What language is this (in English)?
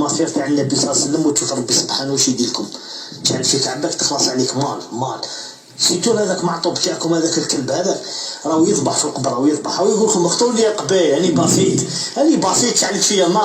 Algerian Arabic